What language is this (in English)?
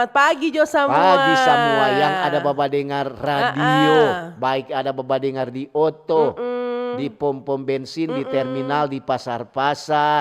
Manado Malay